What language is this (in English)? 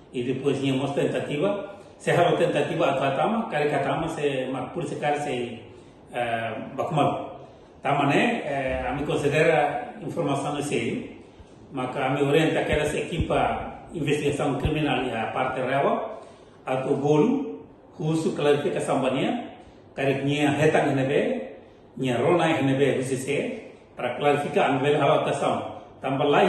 Tetum